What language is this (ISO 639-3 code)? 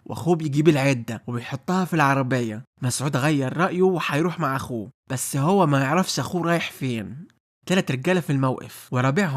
arz